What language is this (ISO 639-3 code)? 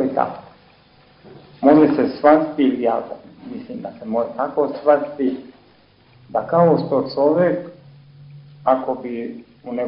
srp